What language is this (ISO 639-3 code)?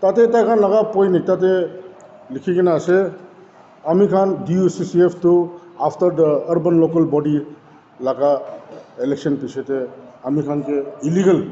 nag